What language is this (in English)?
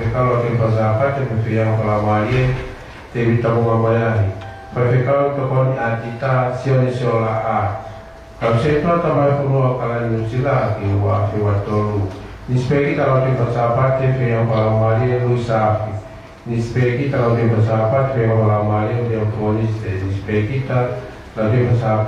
Tongan